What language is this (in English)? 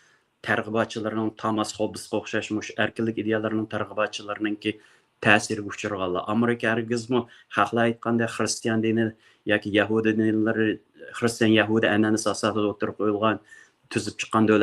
Uyghur